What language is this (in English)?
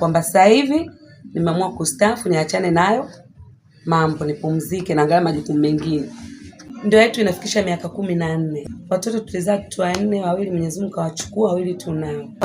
Swahili